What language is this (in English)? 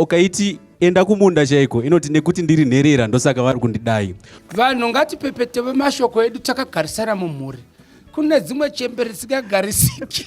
Shona